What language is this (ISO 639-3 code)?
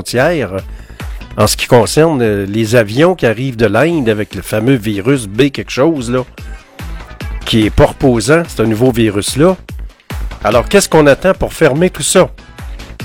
fra